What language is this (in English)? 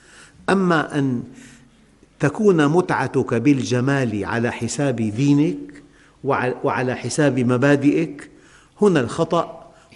Arabic